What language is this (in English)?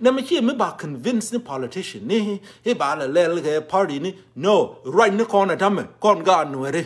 Nuer